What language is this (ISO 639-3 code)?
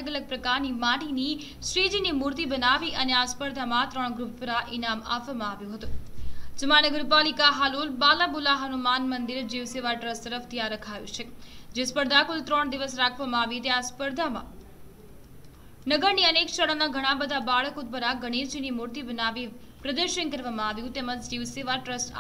guj